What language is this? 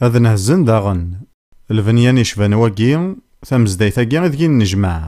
Kabyle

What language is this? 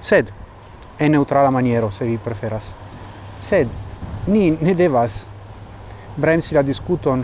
Esperanto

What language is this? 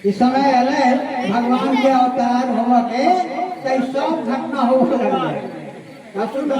Maithili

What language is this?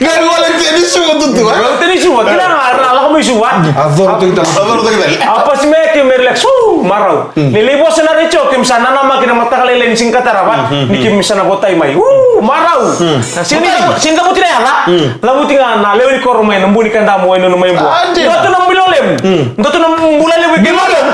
Fijian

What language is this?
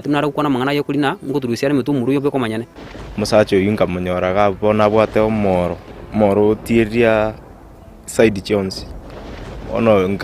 Gusii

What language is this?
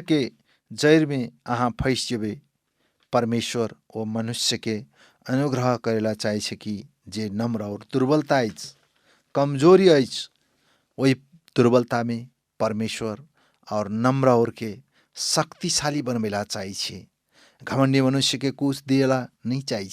Maithili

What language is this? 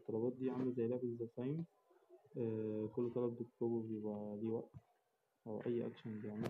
Egyptian Arabic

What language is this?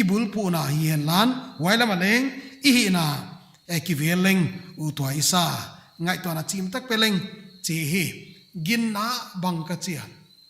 Paite Chin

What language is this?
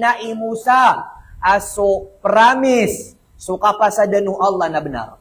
Maranao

